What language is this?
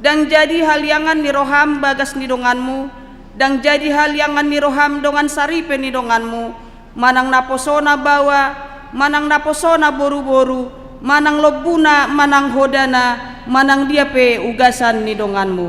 Batak Toba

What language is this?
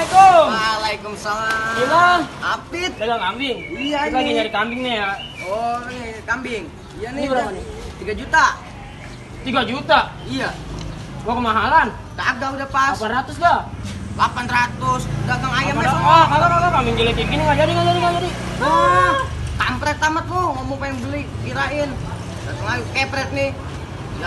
Betawi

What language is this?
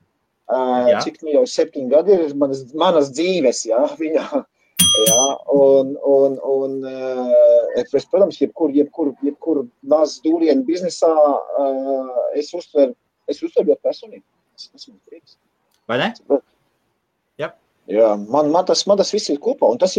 Latvian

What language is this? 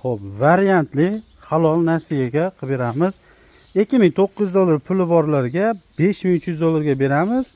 Uzbek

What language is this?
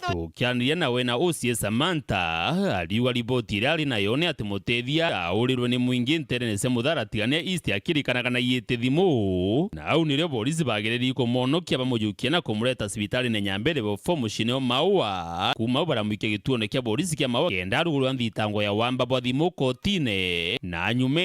Meru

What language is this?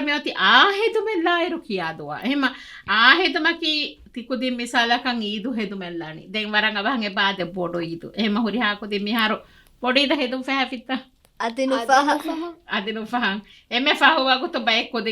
Divehi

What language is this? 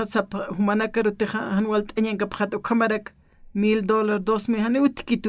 Aymara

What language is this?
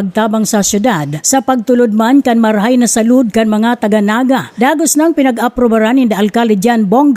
Bikol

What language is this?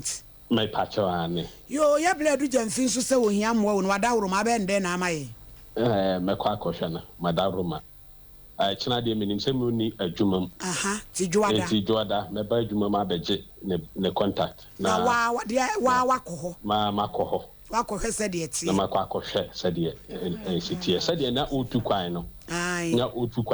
Akan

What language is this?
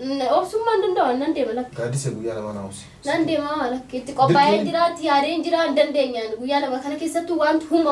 Oromo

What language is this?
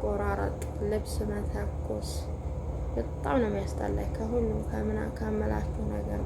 Amharic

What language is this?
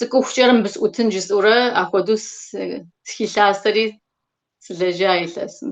Kabardian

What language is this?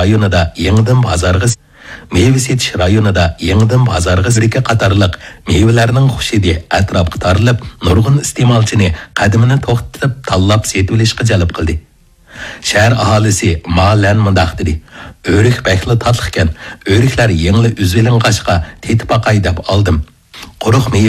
Uyghur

